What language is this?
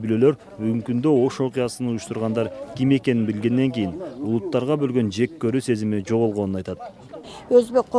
Kyrgyz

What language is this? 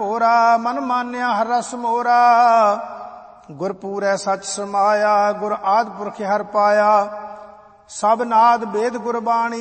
Punjabi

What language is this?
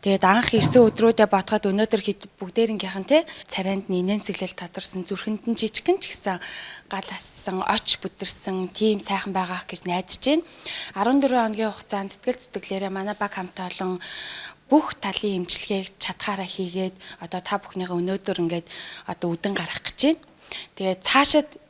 Mongolian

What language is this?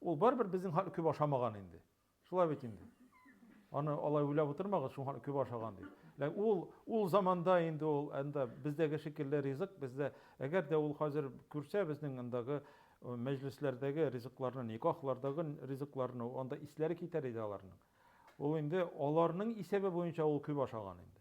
Tatar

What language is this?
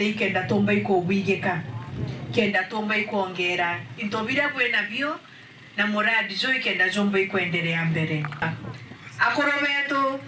Meru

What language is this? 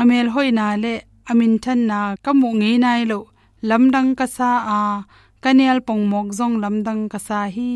Tedim Chin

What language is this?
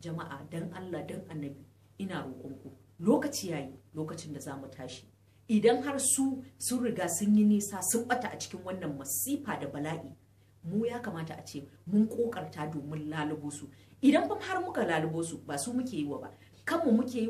Hausa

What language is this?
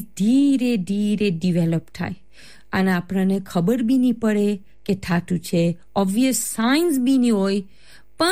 Gujarati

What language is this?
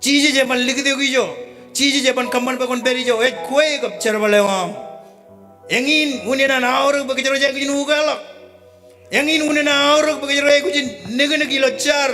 Marshallese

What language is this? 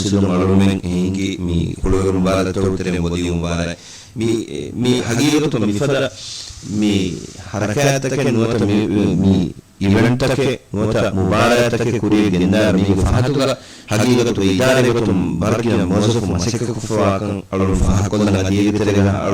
Divehi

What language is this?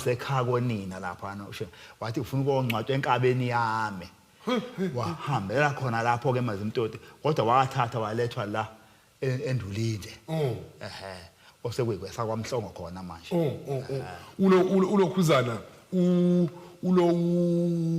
Zulu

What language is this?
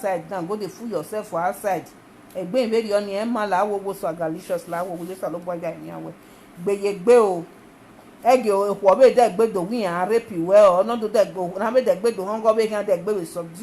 Nigerian Pidgin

